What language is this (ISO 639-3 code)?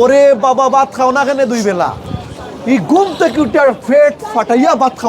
syl